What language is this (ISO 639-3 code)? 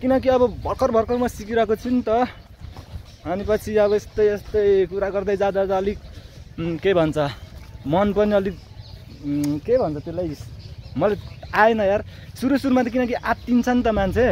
nep